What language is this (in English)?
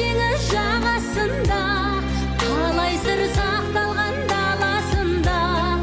Kazakh